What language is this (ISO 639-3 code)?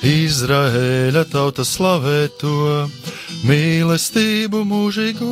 lav